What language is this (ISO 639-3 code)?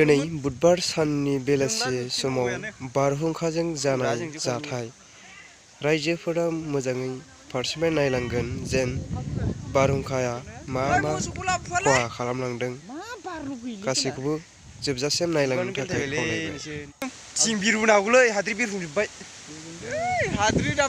brx